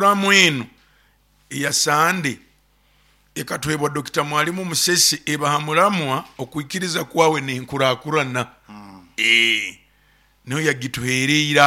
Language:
Nyoro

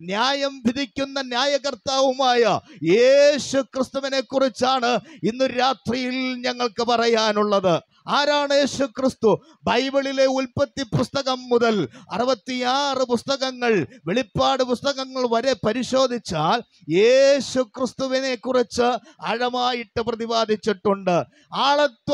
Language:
Malayalam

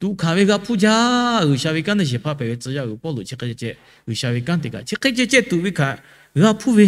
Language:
Lahu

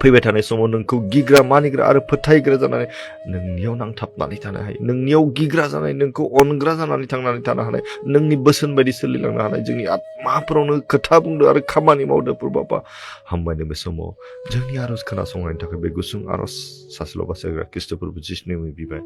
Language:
Bodo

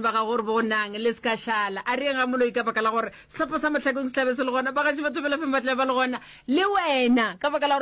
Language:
Northern Sotho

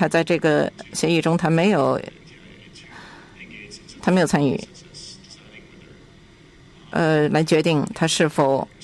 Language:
Chinese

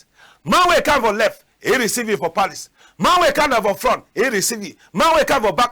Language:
Cameroon Pidgin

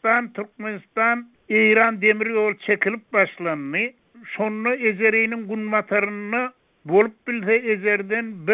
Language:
Turkmen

